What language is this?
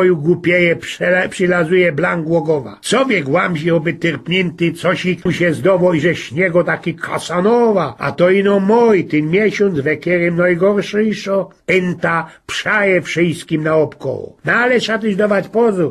Silesian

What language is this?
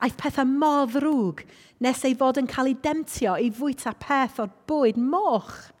Welsh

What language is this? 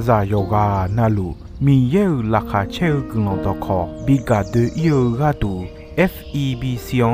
Akha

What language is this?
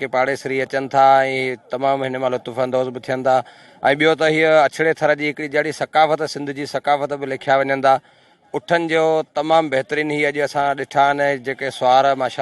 Sindhi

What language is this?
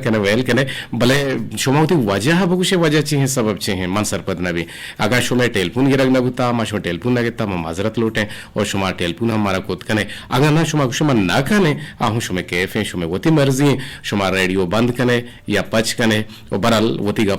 Eastern Balochi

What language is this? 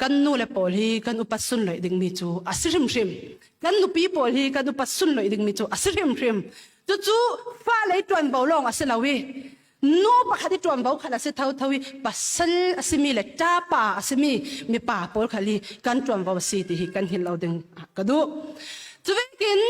Falam Chin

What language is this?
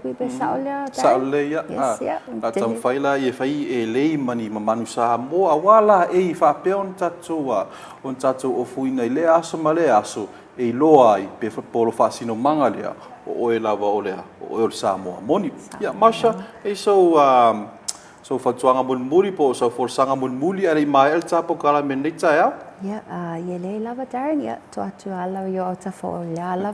Samoan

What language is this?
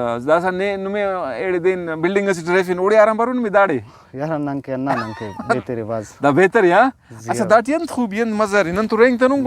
Brahui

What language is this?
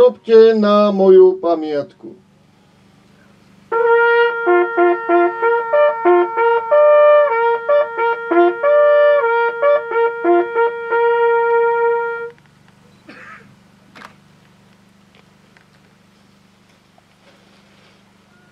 Slovak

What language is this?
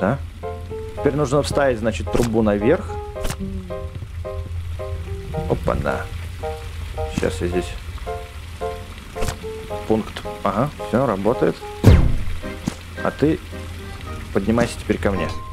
Russian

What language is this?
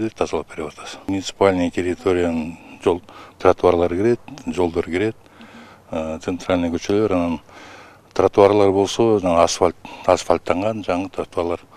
Kyrgyz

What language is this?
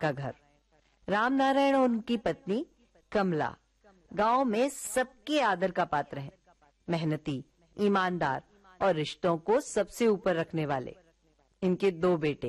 Hindi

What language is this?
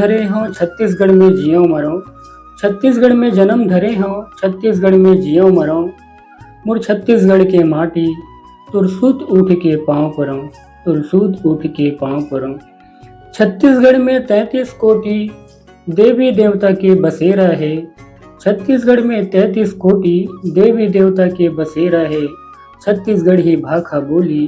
Chhattisgarhi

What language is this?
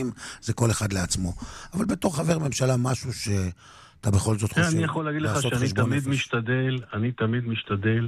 Hebrew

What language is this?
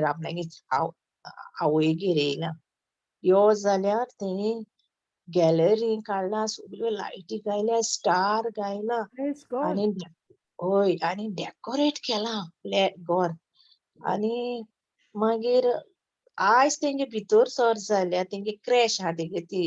Konkani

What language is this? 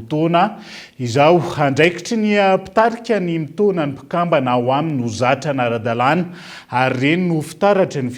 Malagasy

